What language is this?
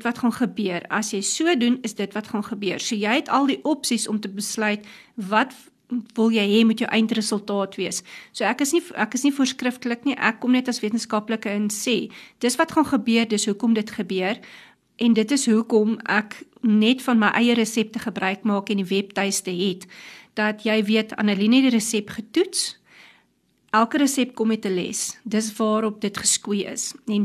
Afrikaans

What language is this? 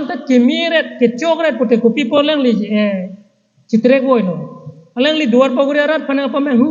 Karbi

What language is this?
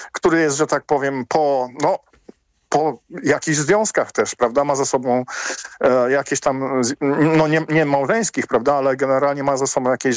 Polish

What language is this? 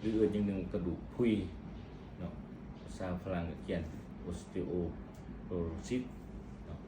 Lao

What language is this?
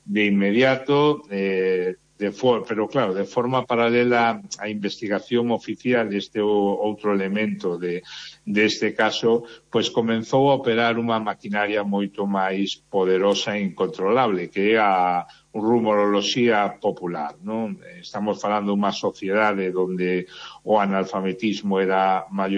Galician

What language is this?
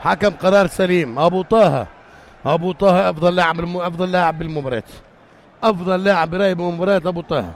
North Levantine Arabic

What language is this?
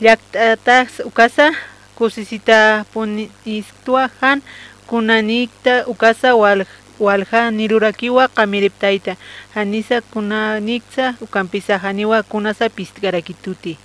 Aymara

